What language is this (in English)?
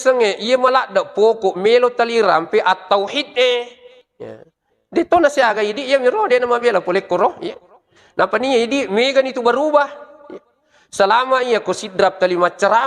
Buginese